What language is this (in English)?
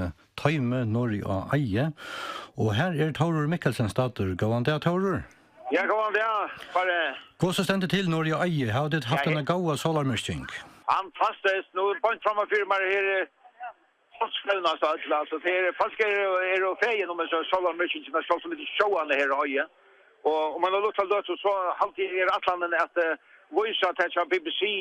Faroese